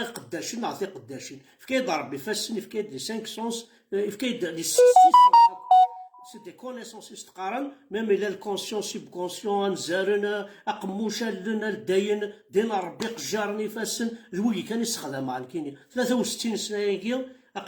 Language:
Kabyle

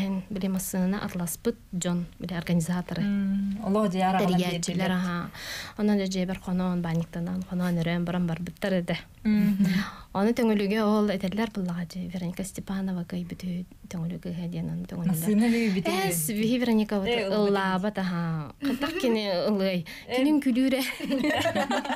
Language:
Yakut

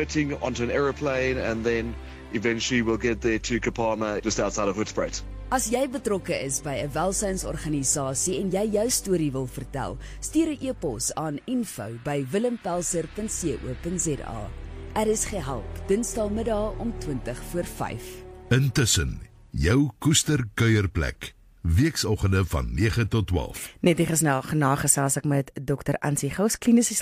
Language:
Afrikaans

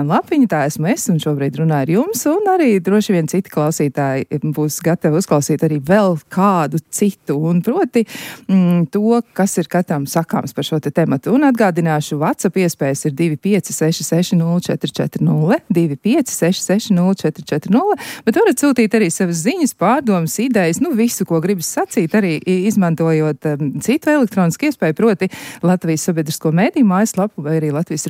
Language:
Latvian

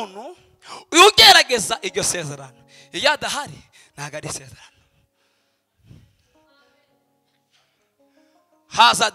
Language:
Kinyarwanda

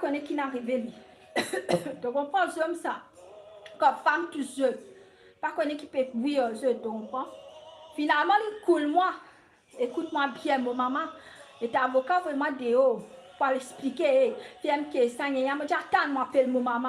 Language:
Morisyen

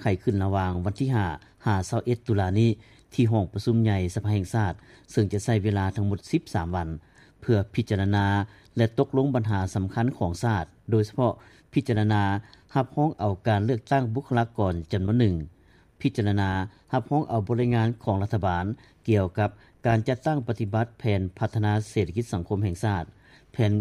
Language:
Lao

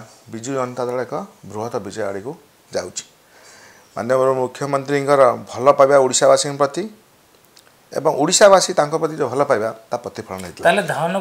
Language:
Odia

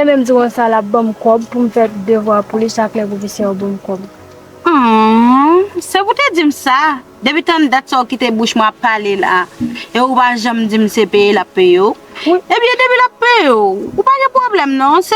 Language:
Haitian Creole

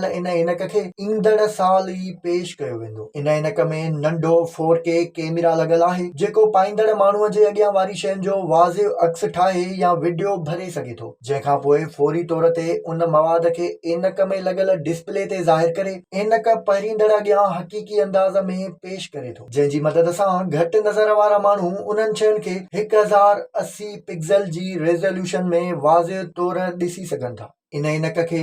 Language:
Sindhi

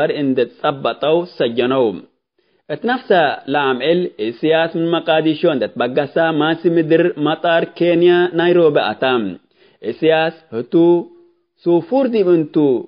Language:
Tigre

